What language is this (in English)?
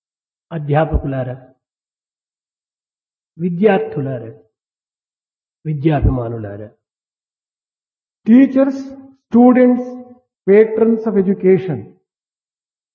Telugu